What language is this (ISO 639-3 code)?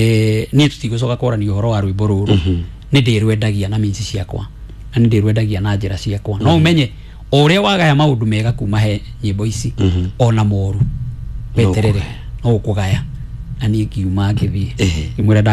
kik